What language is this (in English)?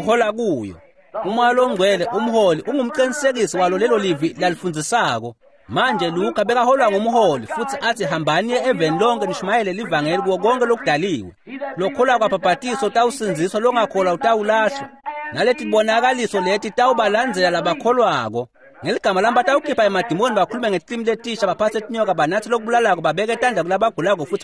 Swati